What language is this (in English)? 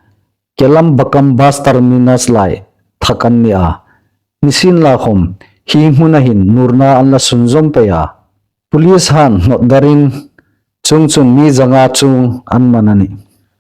Hmar